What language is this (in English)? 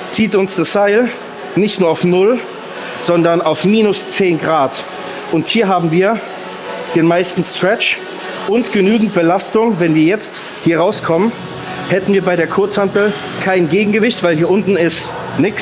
German